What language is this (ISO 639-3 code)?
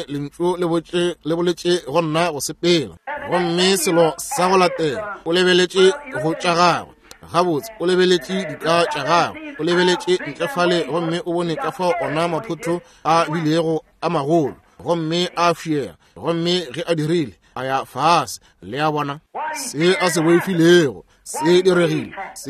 nso